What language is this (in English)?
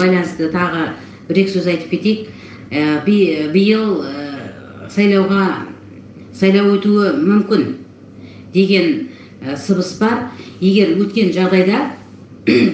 Kazakh